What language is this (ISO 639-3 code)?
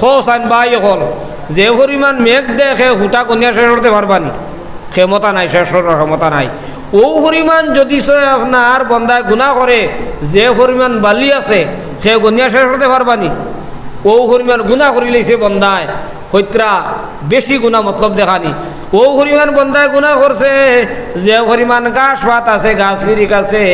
syl